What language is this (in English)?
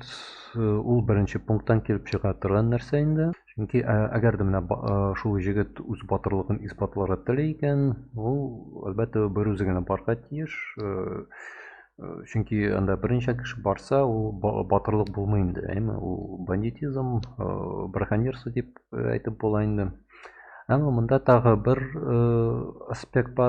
Tatar